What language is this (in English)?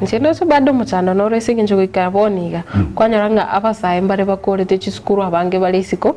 Gusii